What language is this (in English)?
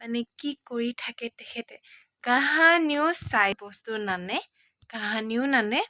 Assamese